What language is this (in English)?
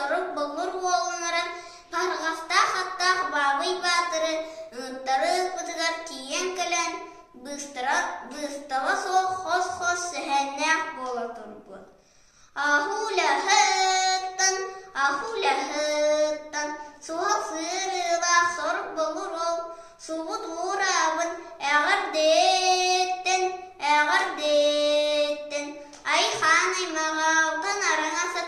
Yakut